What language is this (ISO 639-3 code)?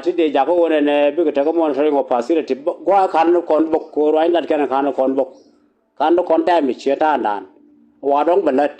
nus